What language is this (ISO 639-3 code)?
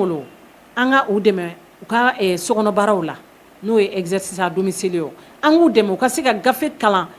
bam